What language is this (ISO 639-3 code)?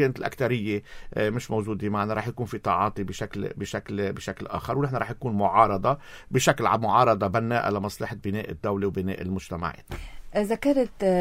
apc